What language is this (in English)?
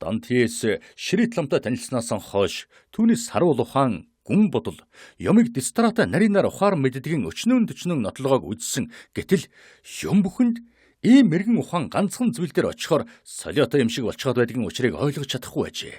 Mongolian